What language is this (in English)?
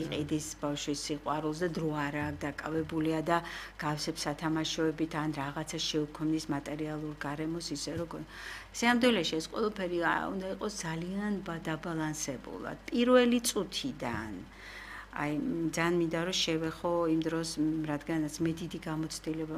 Georgian